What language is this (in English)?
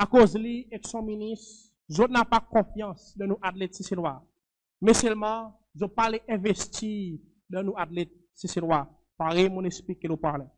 Seselwa Creole French